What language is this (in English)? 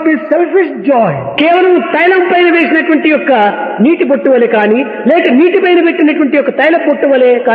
Telugu